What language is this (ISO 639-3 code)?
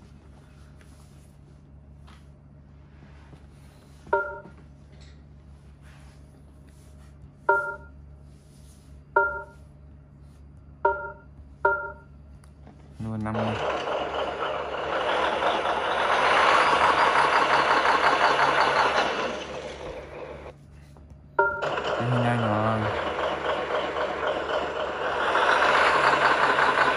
vie